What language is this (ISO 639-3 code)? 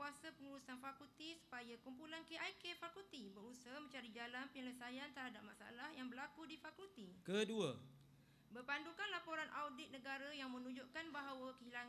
msa